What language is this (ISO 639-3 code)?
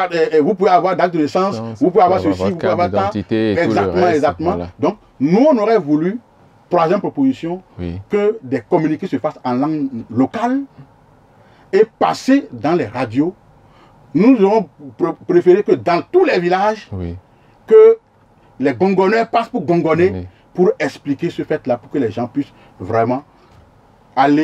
fra